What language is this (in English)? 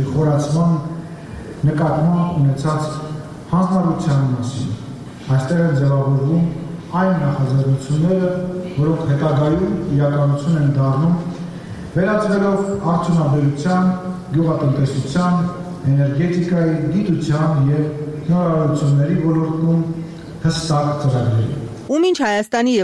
Armenian